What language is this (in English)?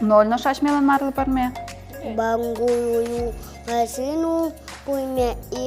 Udmurt